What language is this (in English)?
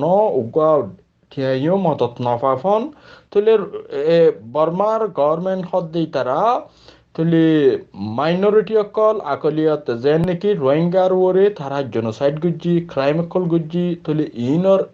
Rohingya